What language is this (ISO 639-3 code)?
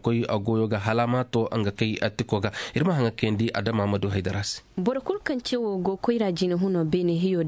ses